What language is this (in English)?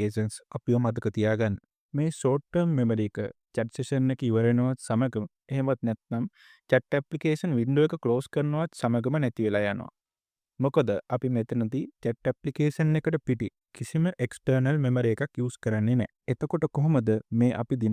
Sinhala